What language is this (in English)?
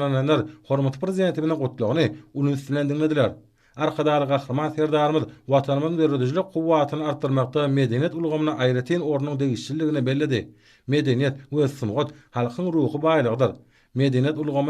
Turkmen